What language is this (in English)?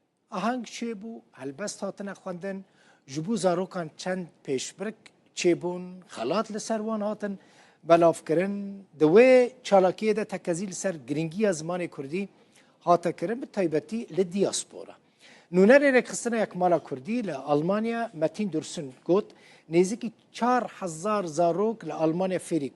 Kurdish